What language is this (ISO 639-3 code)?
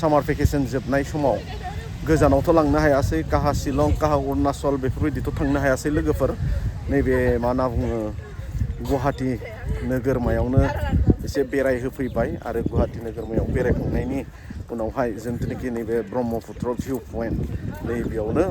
brx